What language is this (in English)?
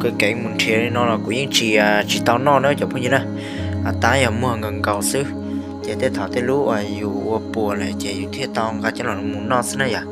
Hmong